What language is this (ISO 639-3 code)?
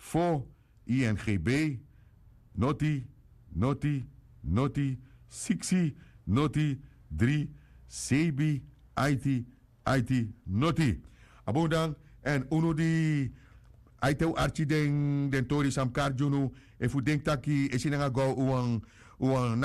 srn